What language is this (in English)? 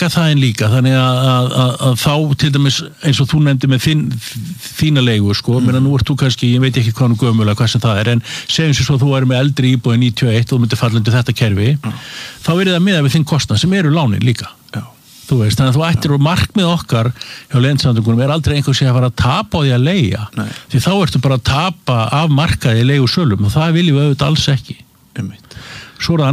Icelandic